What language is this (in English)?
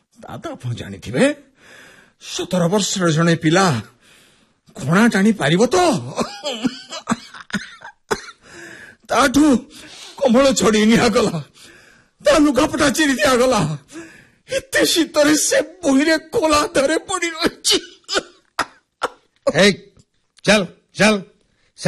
Odia